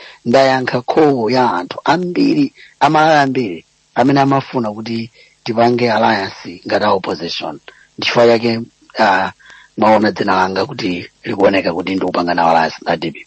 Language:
Nyanja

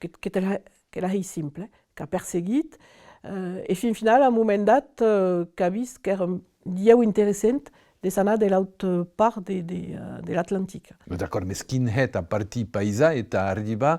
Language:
Occitan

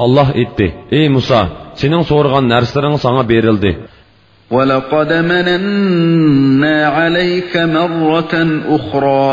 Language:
Uyghur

